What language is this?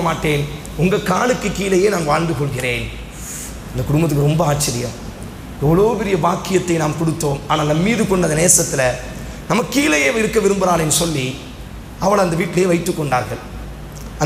Tamil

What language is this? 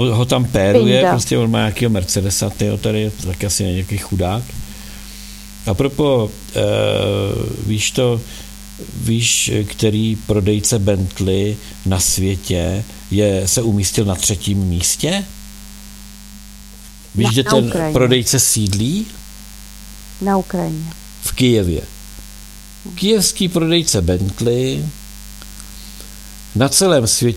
Czech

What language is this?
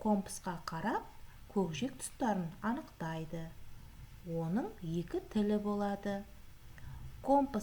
Kazakh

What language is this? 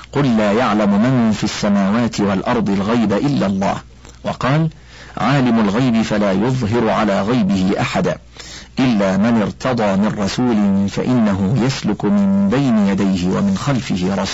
Arabic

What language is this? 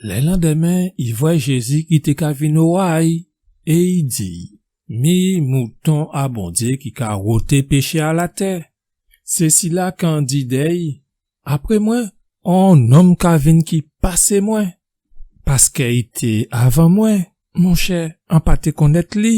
Guadeloupean Creole French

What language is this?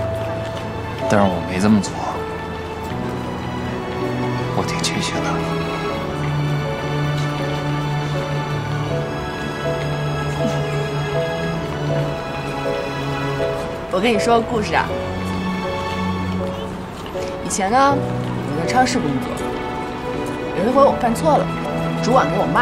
Chinese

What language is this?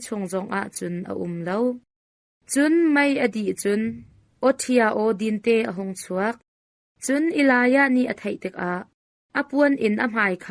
Hakha Chin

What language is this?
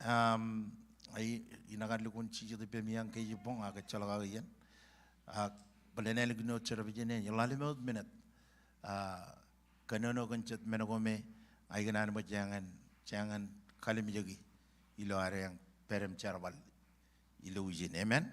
Marshallese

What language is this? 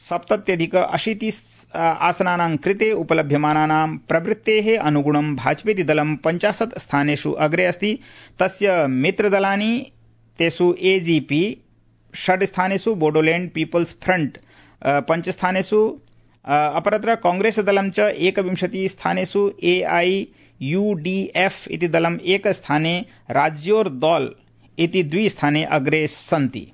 Sanskrit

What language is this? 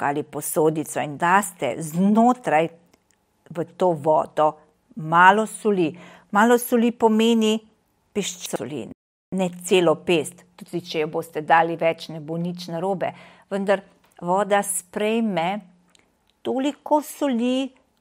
Slovenian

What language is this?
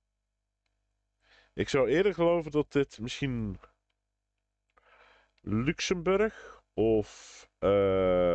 Dutch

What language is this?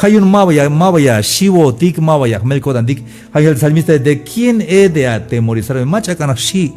Tzeltal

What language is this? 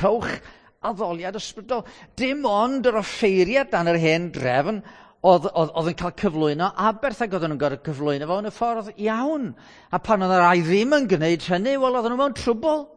Welsh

